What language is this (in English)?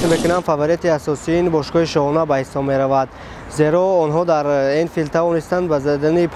Tajik